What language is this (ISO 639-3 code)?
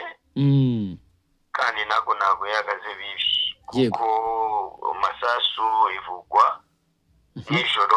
kin